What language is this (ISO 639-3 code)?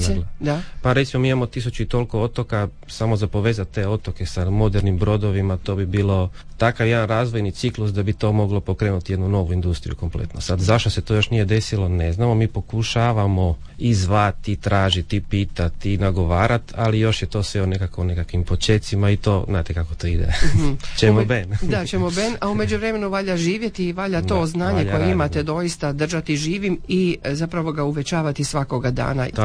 hrv